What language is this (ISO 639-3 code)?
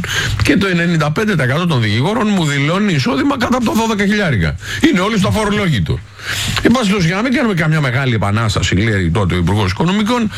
ell